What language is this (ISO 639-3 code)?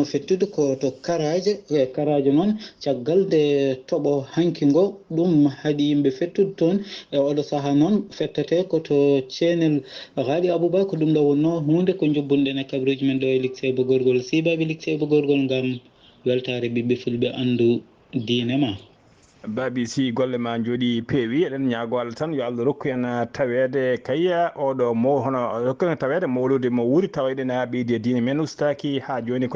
ful